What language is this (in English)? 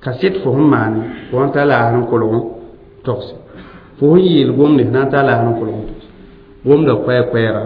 Mossi